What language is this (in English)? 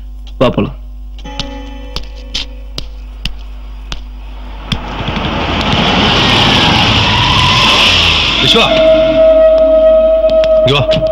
Tamil